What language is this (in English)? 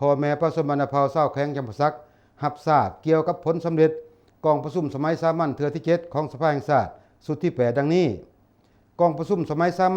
Lao